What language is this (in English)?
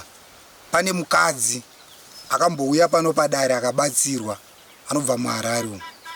Shona